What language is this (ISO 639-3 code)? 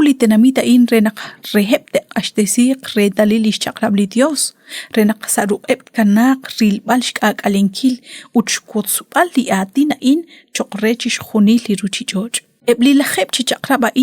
kek